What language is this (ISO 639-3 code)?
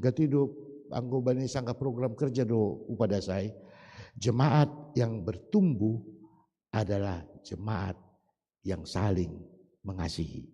bts